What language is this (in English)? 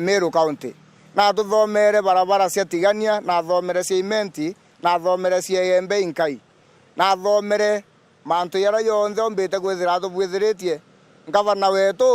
Meru